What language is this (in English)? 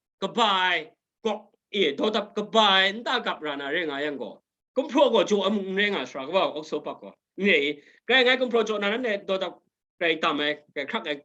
Kachin